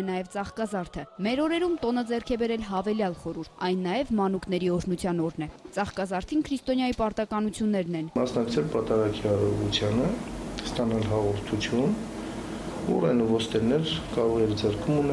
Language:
Armenian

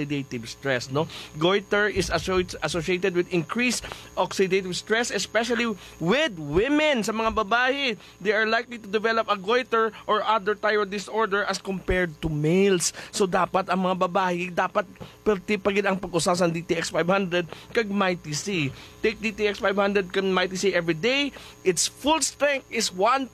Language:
Hiligaynon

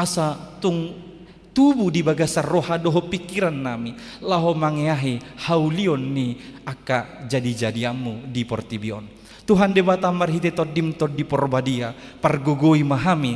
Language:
Batak Toba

